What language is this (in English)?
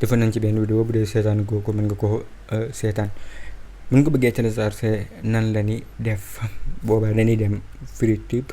Wolof